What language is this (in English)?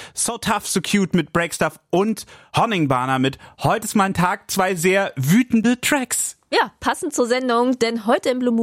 German